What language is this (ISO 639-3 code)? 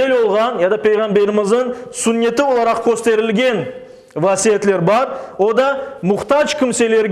crh